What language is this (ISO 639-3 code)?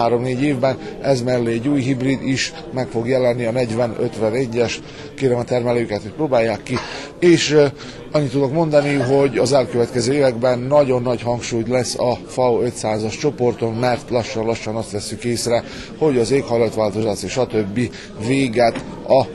hun